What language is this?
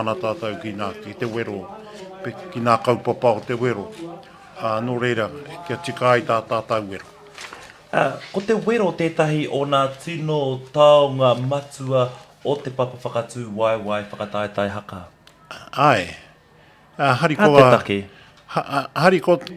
Māori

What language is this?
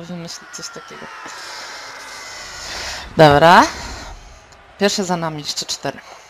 Polish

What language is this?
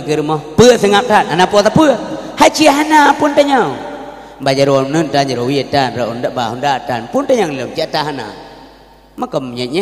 Achinese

